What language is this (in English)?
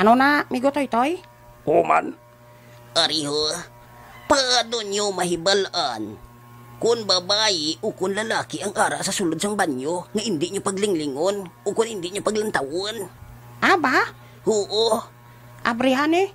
Hiligaynon